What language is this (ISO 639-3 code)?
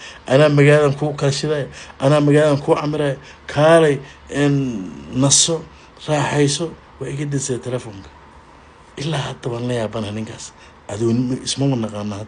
som